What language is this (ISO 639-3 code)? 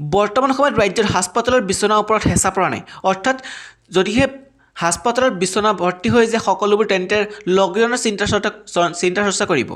asm